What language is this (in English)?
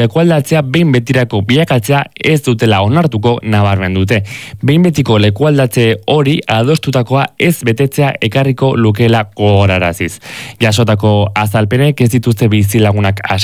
Basque